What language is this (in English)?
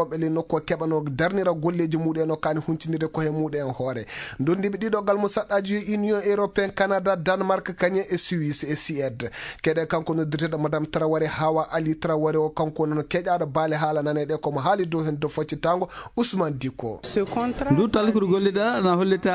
Fula